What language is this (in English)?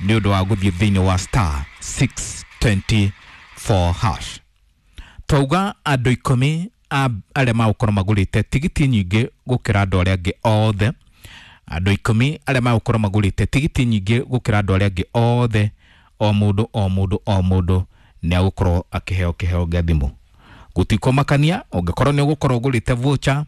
Kikuyu